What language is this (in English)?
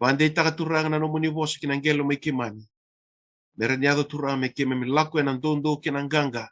Fijian